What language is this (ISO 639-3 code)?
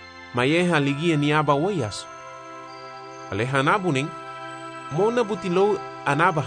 cab